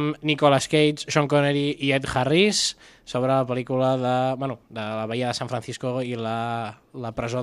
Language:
Catalan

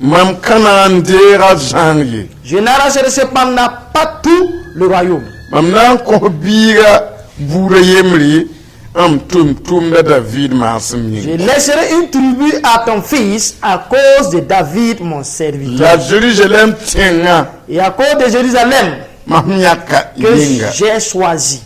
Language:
Mossi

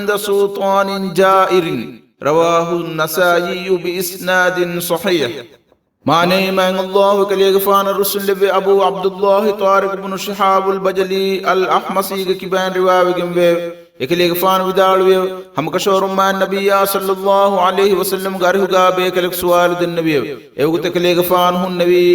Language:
Divehi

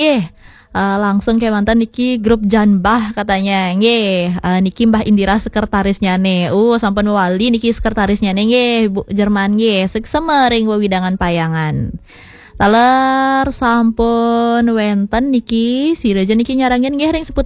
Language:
Balinese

